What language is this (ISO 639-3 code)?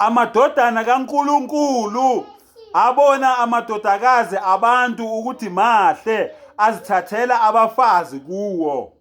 zul